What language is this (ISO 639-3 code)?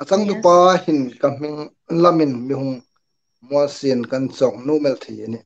hmr